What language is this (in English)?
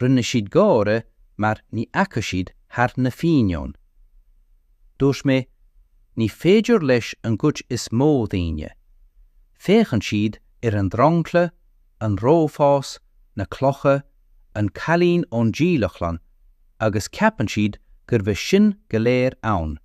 Irish